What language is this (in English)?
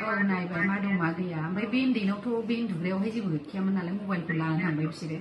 Bodo